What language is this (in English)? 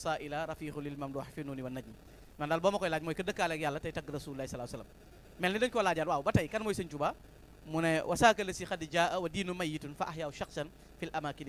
Wolof